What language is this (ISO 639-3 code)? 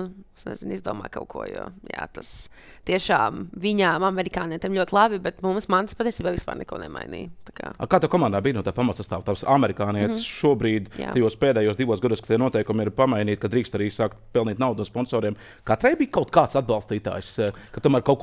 lav